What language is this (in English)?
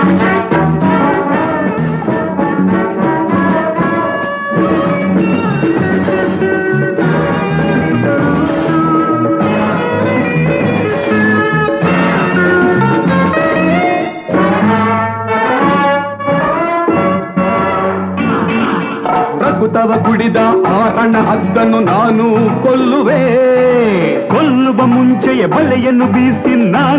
Kannada